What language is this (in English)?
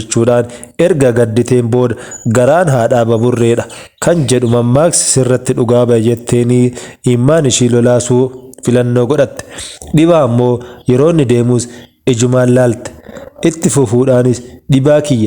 Oromo